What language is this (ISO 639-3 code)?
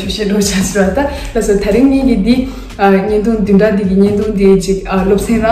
bod